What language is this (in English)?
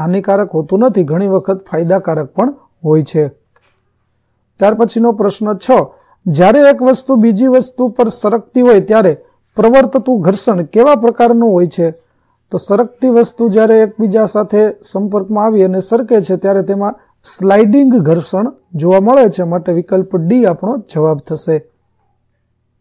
Gujarati